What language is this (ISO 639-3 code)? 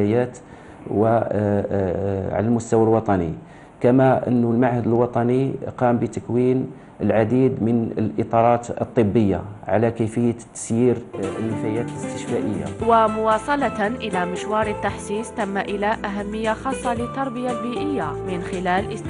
ara